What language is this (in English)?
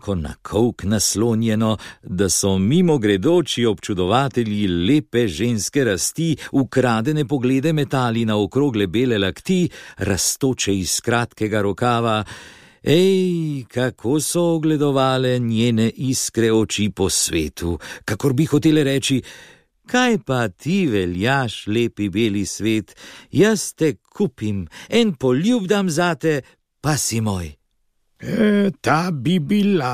Slovenian